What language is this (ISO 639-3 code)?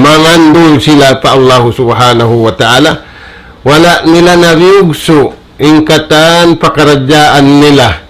tsg